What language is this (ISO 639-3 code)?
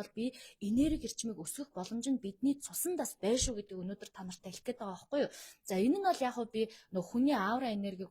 mon